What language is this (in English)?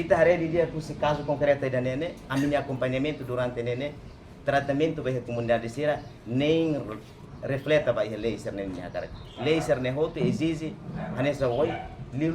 Tetum